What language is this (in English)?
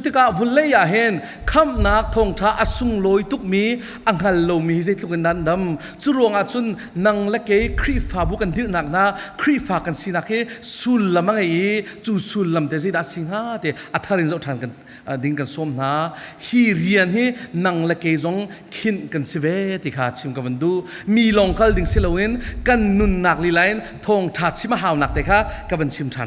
Falam Chin